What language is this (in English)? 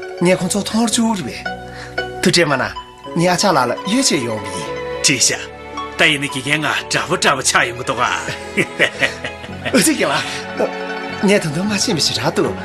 Tibetan